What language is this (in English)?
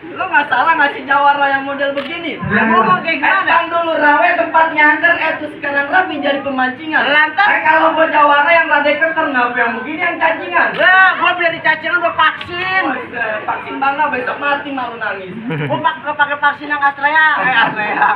Betawi